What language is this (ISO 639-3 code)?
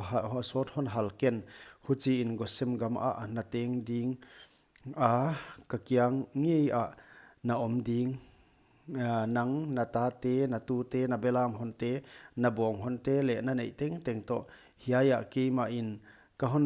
pck